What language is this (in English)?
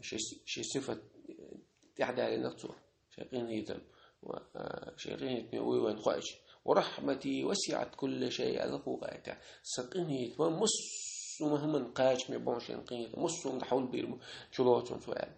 Chechen